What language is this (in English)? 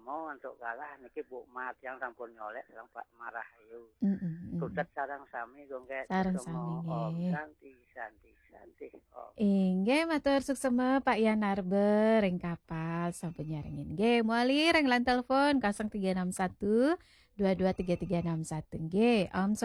Balinese